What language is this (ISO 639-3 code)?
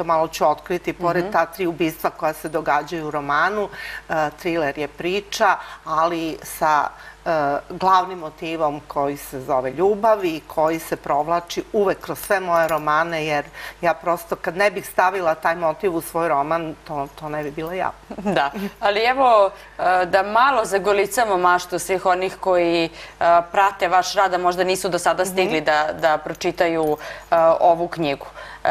srp